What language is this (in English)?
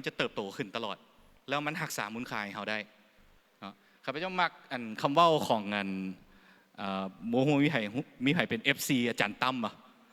Lao